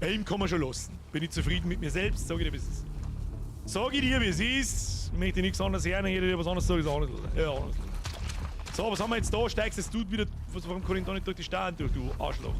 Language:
Bavarian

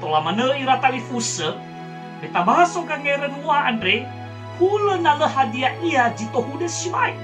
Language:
Nias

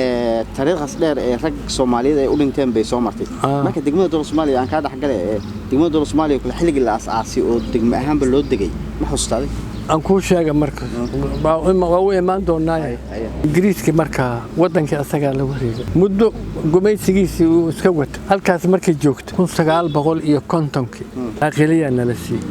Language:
Somali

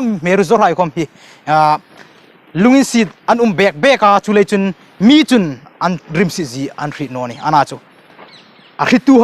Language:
Hmar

